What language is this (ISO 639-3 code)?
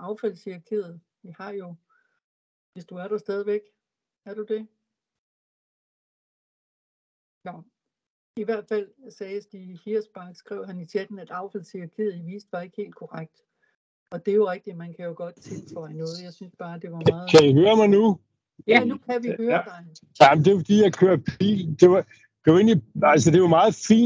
dan